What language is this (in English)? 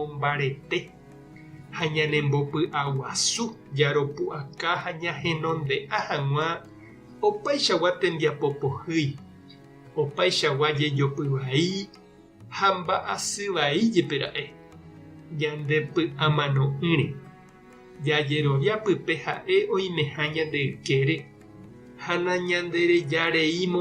Guarani